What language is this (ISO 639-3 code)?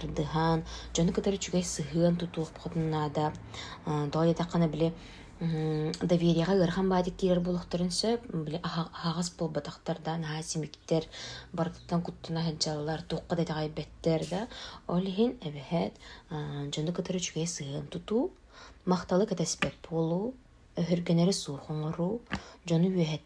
sah